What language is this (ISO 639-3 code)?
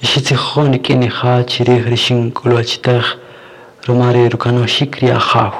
cak